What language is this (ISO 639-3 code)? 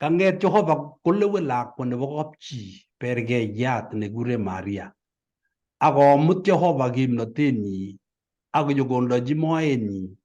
kln